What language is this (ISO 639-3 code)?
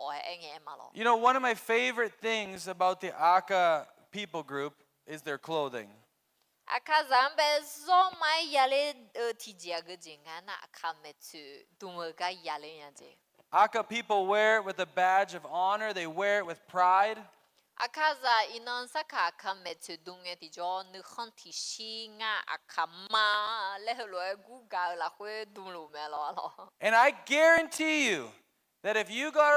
ahk